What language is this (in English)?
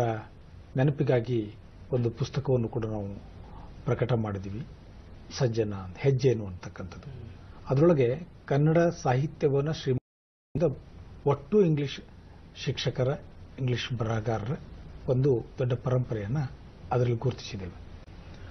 Kannada